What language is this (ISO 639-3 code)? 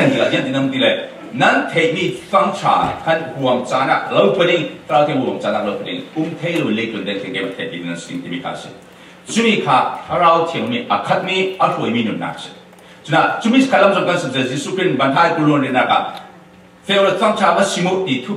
cfm